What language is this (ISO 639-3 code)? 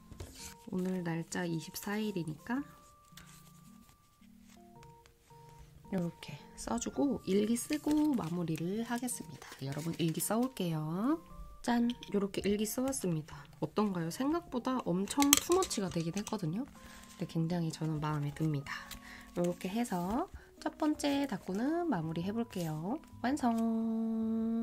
kor